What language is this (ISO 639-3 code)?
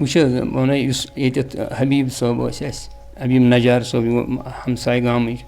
kas